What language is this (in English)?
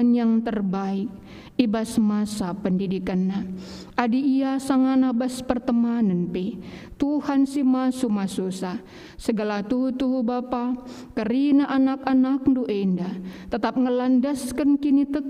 Batak Karo